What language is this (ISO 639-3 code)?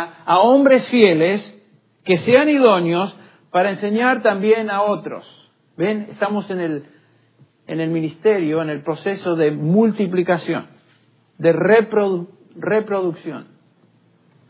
spa